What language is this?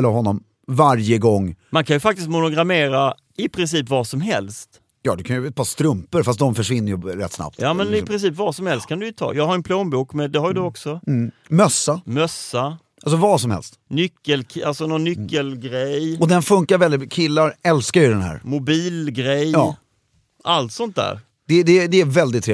Swedish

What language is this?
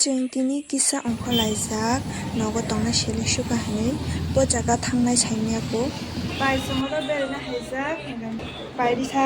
Kok Borok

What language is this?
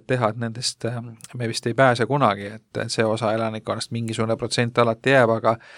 Estonian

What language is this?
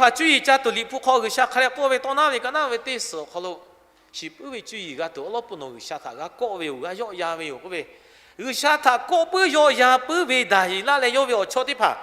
Lahu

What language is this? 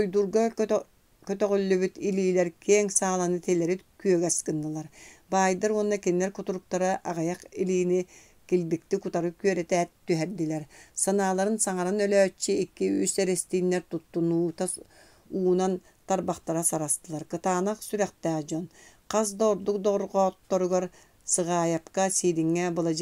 Yakut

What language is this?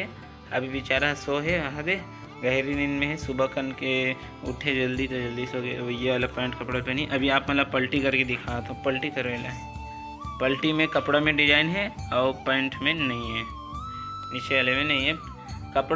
Chhattisgarhi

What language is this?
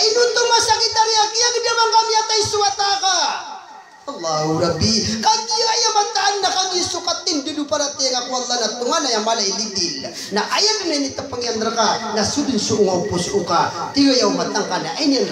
Maranao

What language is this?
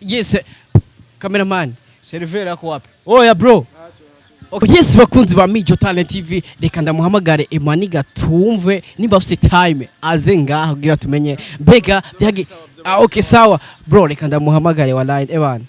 Rundi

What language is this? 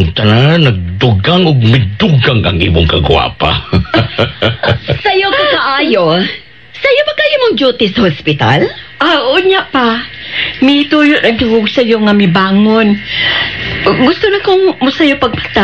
Cebuano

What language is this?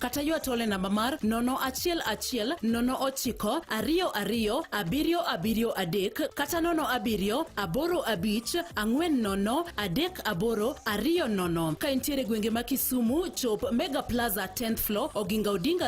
Luo (Kenya and Tanzania)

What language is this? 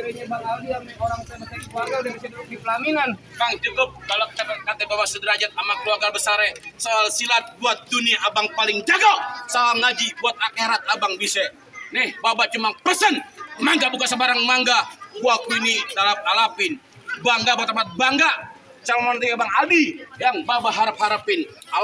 Betawi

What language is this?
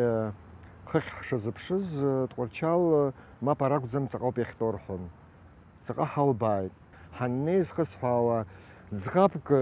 Abkhazian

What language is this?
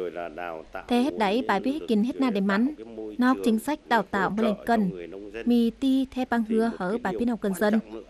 Tày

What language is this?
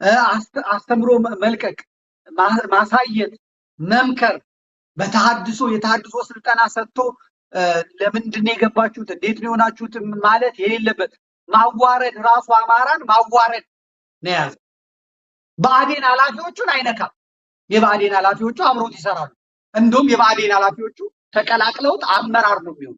Amharic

